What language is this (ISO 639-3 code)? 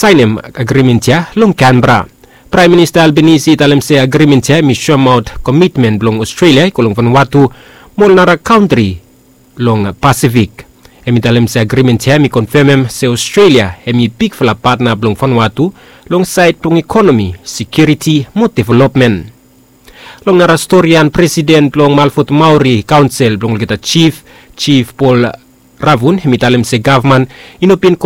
bis